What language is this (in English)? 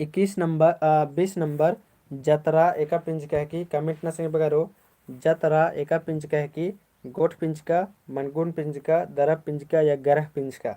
Kurukh